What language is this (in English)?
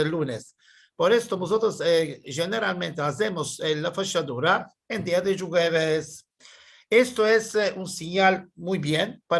Ladino